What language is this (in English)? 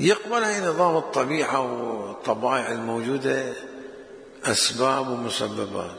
Mesopotamian Arabic